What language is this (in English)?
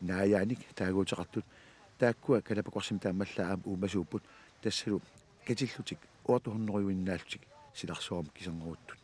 Kalaallisut